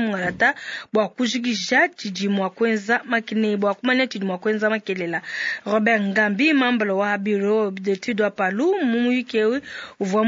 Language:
Luba-Lulua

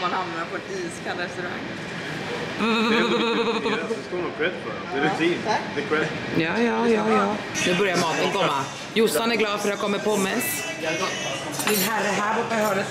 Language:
Swedish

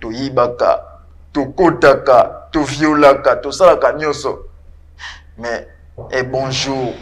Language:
Lingala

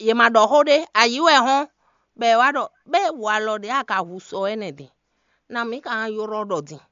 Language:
Fon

